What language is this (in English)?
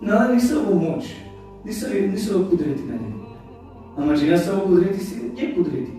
Balkan Romani